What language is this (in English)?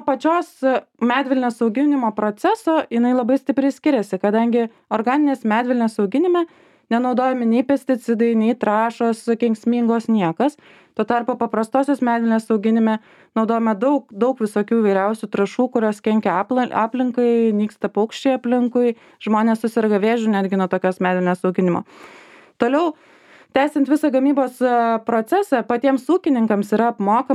Lithuanian